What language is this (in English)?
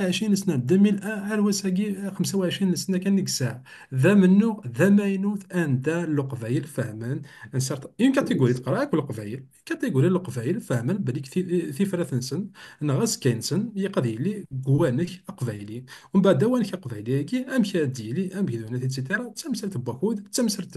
Kabyle